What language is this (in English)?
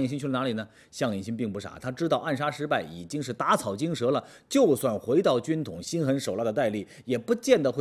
Chinese